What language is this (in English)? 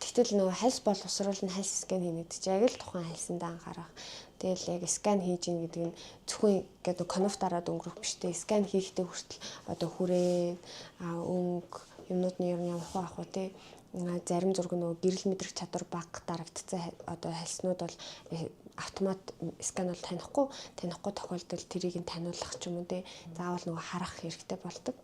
Mongolian